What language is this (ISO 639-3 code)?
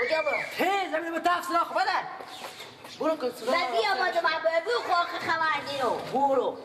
fas